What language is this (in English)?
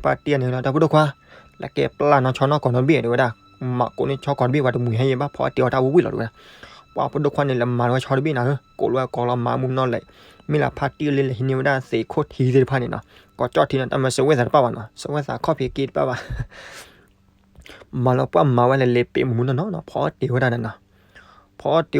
S'gaw Karen